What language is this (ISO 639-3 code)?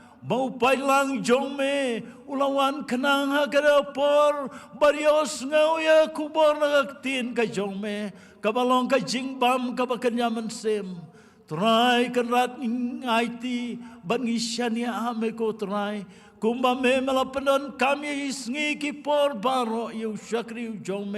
kha